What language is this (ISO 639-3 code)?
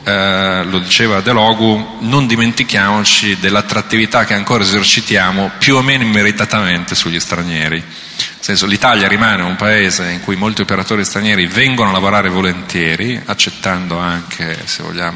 ita